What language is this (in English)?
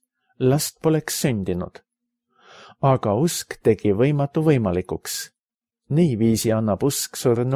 Estonian